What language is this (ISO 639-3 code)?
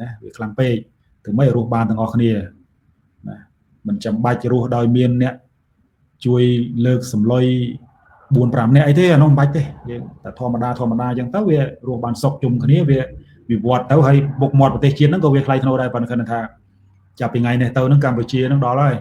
khm